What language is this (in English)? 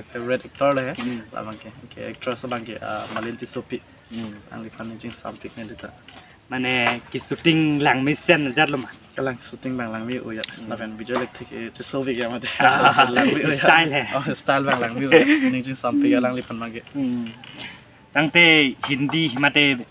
Karbi